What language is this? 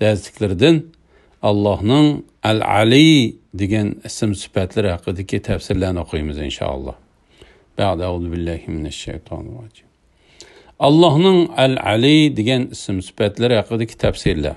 Uyghur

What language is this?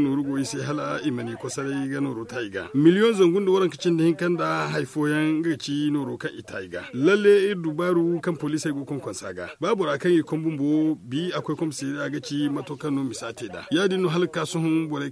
Zarma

